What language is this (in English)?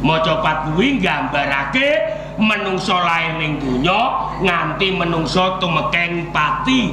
Javanese